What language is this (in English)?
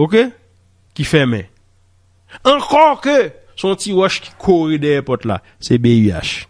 Haitian Creole